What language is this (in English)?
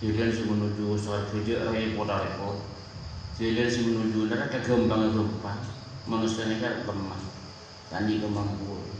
Madurese